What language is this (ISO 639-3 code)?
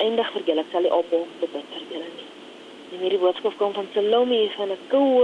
afr